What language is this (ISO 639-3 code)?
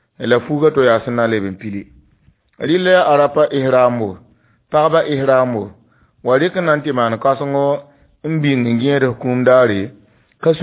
mos